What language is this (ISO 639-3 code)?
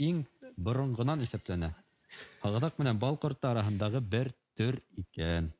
bak